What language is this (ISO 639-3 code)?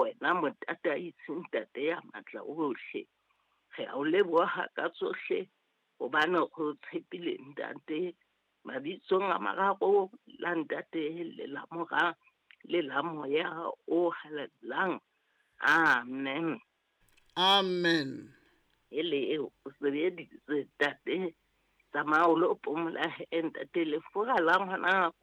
sot